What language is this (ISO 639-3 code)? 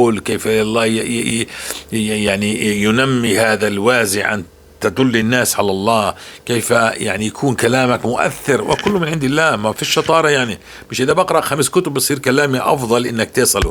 apc